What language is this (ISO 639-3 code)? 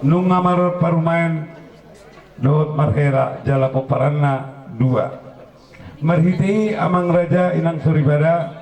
bbc